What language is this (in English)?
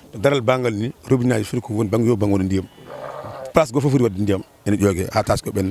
Fula